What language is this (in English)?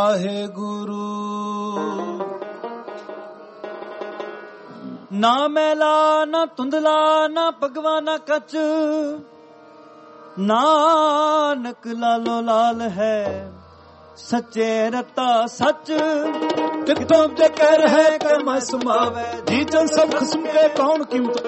Punjabi